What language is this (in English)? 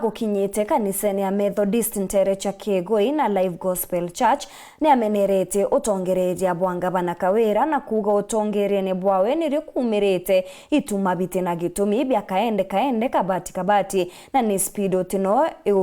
Meru